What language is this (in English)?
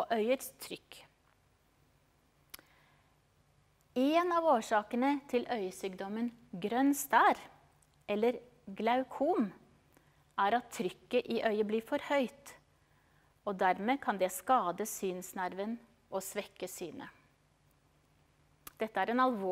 Norwegian